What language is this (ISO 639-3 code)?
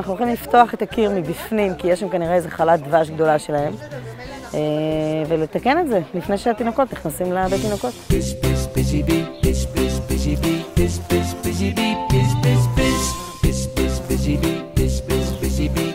heb